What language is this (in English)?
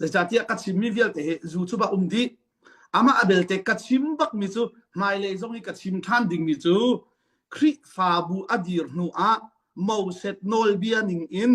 Hakha Chin